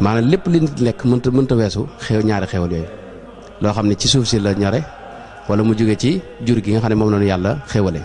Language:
Wolof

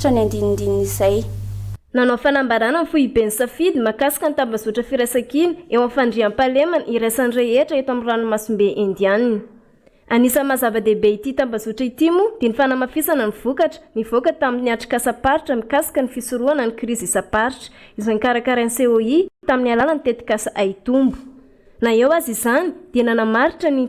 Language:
Malagasy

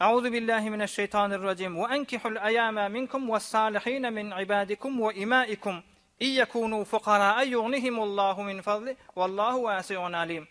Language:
Turkmen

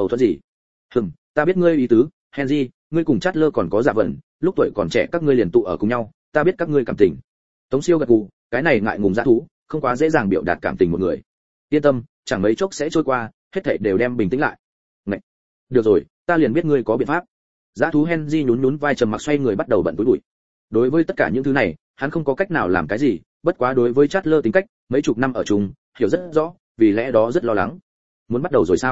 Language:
Vietnamese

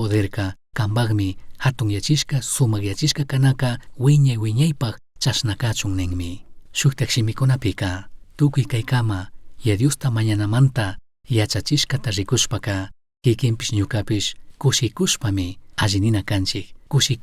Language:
Chimborazo Highland Quichua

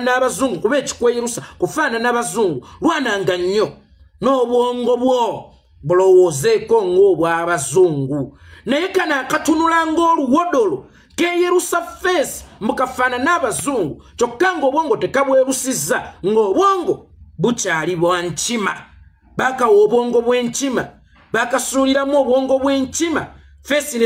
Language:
Ganda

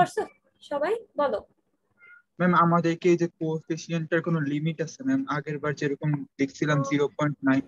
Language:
Bangla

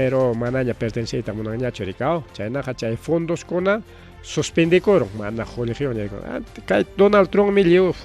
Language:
Ayacucho Quechua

